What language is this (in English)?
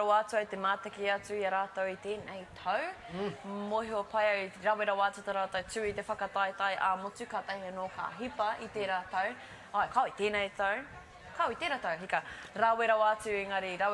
Māori